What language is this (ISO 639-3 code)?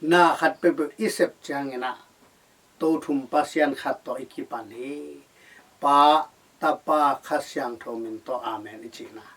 ctd